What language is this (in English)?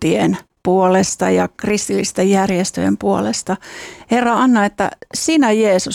Finnish